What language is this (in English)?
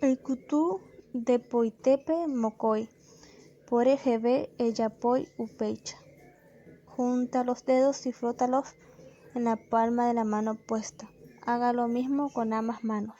Guarani